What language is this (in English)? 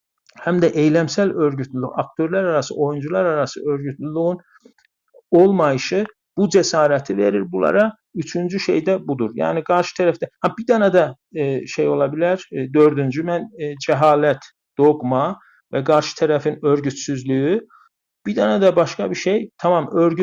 South Azerbaijani